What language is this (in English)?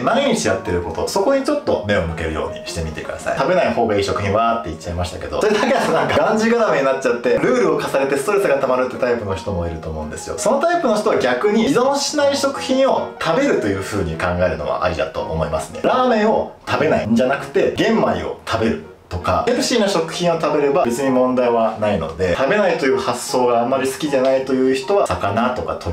Japanese